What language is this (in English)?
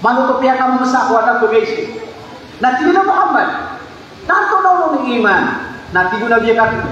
Maranao